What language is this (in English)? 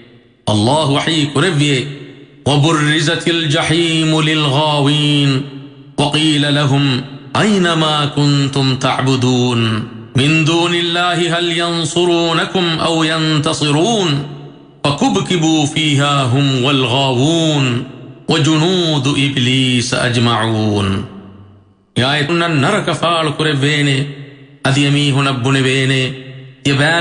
Divehi